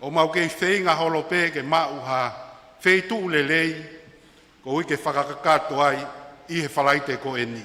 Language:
Tongan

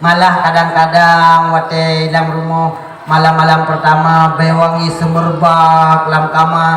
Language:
Achinese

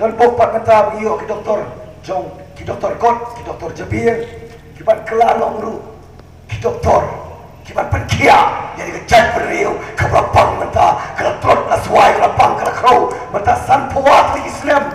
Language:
Khasi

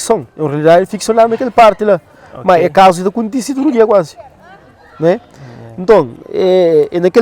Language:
Kabuverdianu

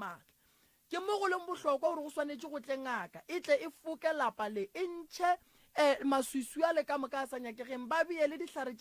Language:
Northern Sotho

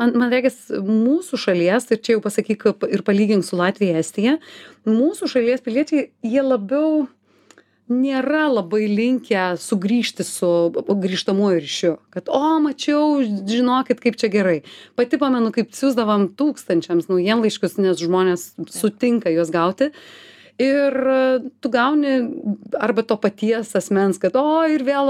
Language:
Lithuanian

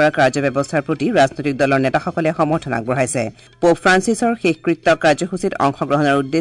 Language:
Assamese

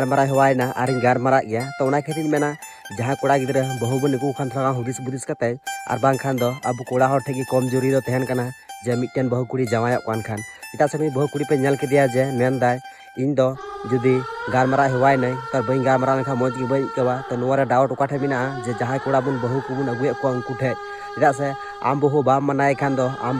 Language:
Santali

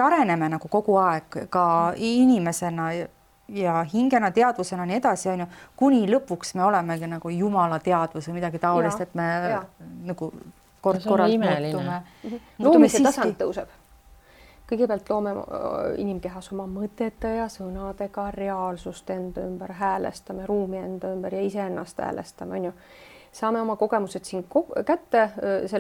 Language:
Estonian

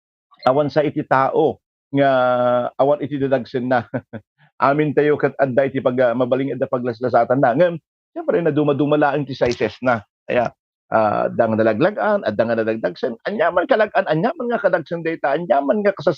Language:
Iloko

